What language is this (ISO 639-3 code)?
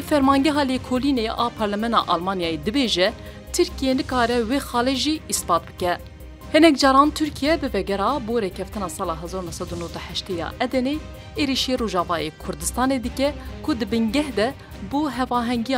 kur